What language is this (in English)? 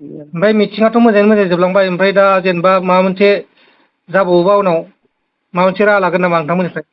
Bodo